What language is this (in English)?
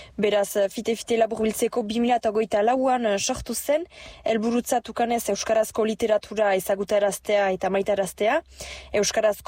Basque